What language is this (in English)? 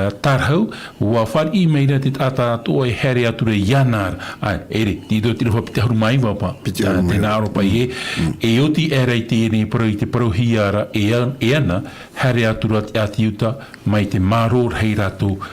Tahitian